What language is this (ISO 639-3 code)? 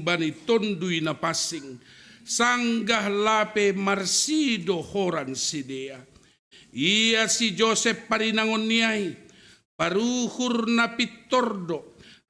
bts